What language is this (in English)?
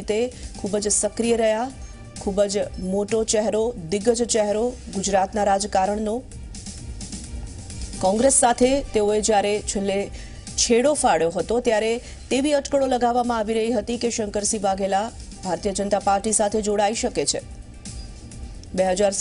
Gujarati